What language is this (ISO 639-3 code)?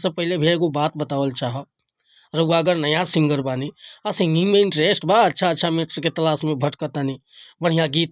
bho